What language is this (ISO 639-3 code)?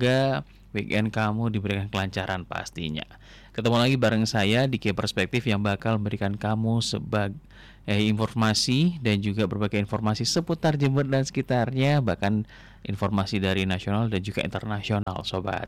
ind